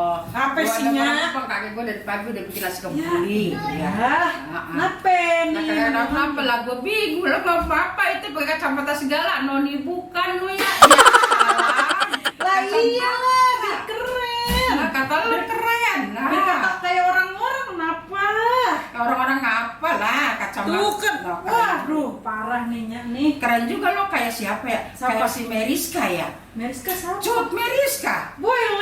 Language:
Betawi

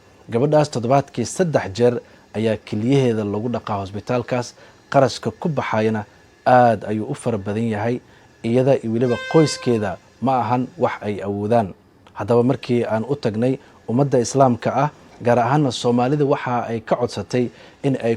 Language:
Somali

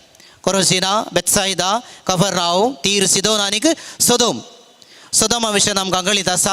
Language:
Konkani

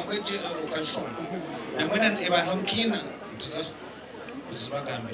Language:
Nyankole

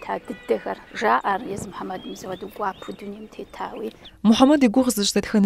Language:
Kabardian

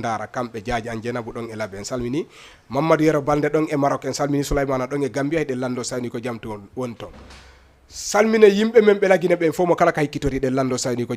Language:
Fula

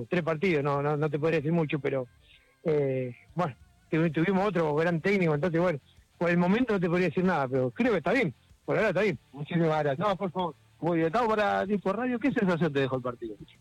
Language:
Spanish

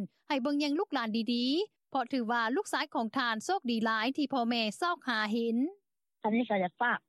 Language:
Lao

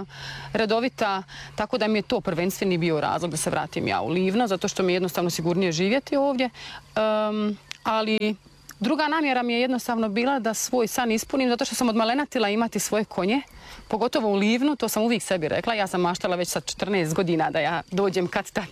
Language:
Croatian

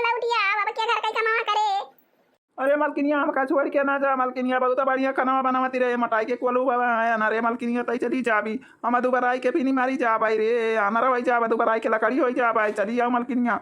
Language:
Awadhi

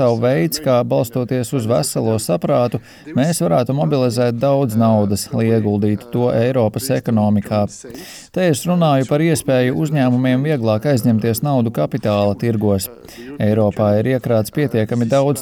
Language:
Latvian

